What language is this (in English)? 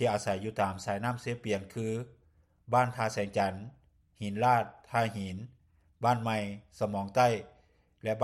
Lao